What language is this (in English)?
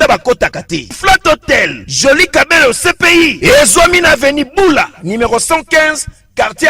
Lingala